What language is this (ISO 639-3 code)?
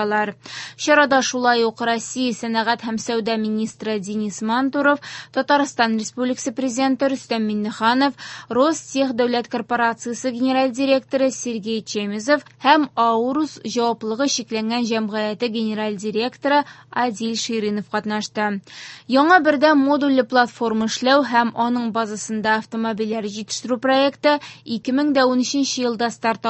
tat